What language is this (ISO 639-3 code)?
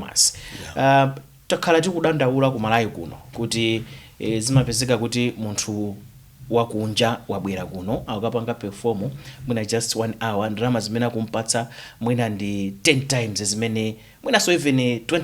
nya